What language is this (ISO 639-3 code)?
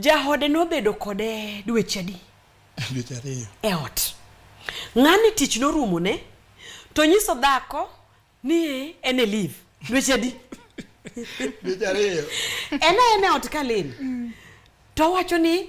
luo